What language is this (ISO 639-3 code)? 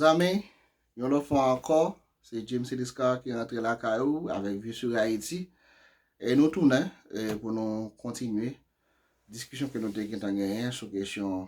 hat